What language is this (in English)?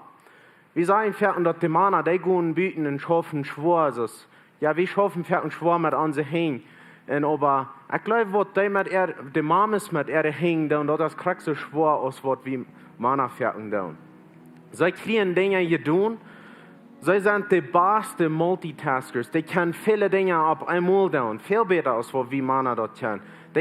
Plautdietsch